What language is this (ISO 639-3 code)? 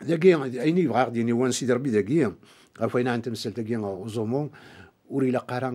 kab